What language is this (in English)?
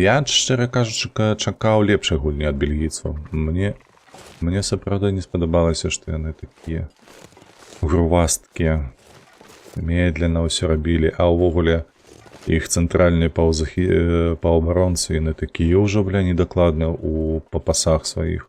Belarusian